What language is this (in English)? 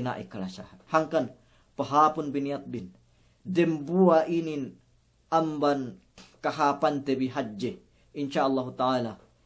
Yakan